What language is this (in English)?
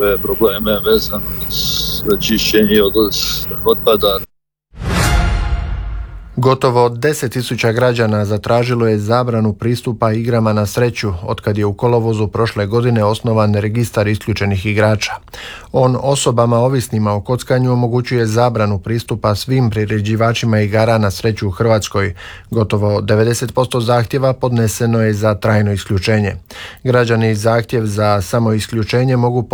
Croatian